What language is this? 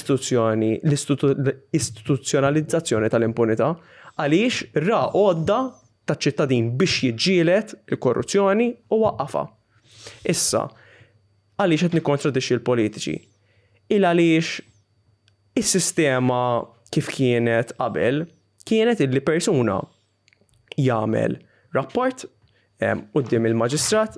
Maltese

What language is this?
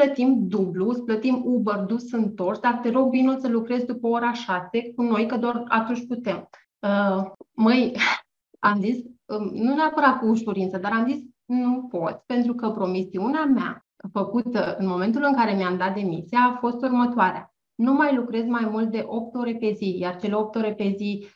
Romanian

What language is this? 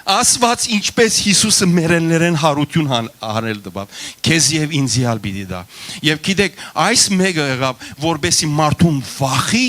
Western Armenian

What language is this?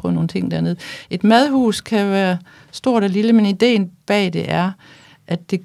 Danish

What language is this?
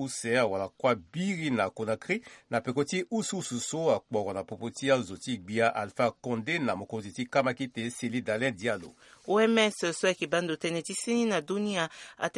Sango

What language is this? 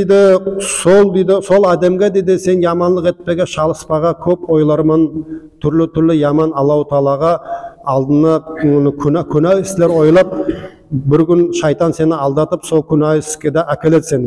Nogai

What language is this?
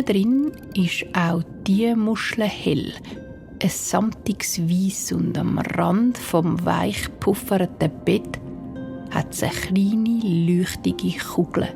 Swiss German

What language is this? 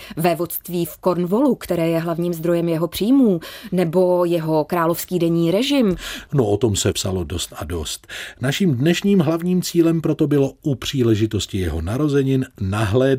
Czech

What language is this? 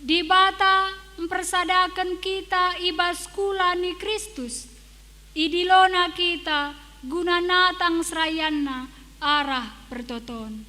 Batak Karo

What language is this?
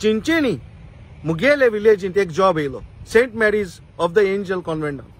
Konkani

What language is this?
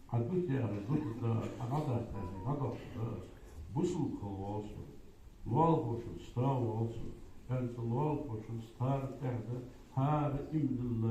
Ingush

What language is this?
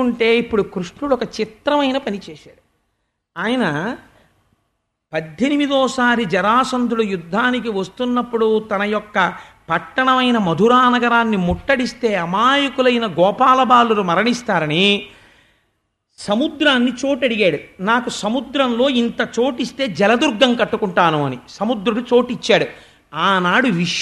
Telugu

